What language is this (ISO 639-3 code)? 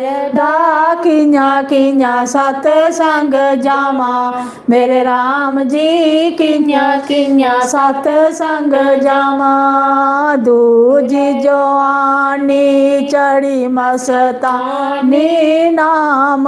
doi